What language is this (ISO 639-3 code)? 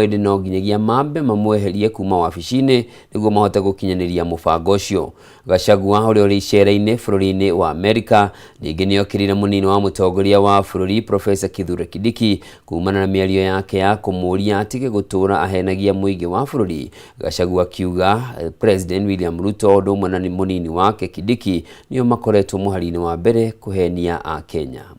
kik